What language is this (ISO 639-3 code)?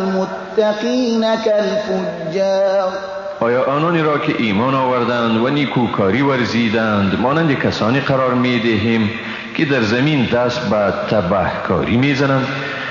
fas